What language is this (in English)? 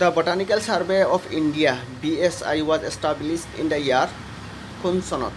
Assamese